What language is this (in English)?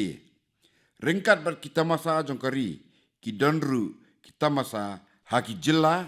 Khasi